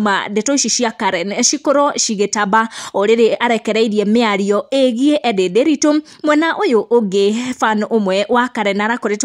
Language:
Kikuyu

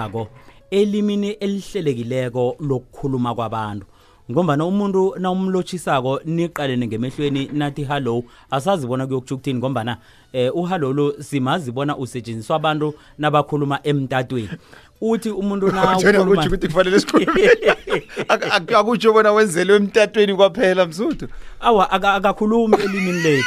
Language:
South Ndebele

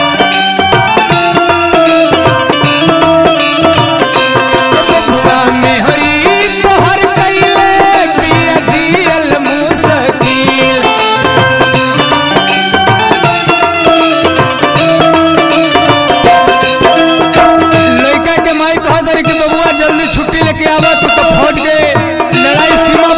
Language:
Bhojpuri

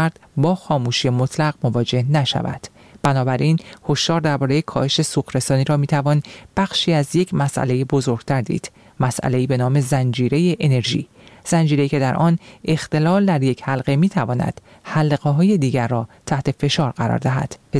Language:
Persian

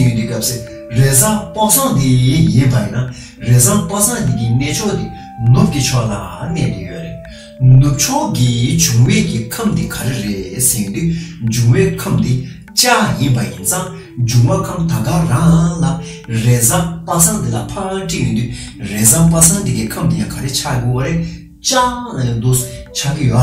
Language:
Tibetan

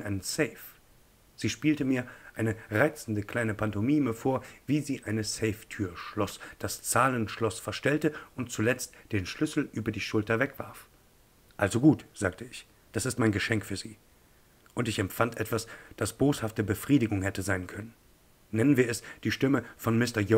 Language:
German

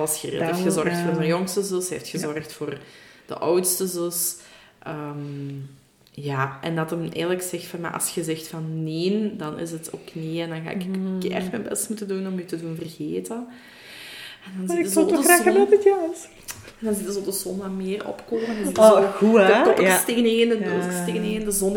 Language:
Dutch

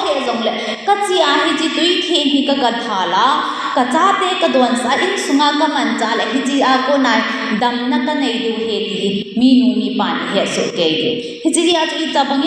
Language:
Thado Chin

